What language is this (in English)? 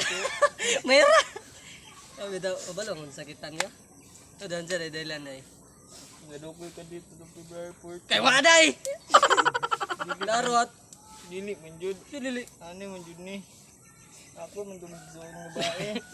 Cebuano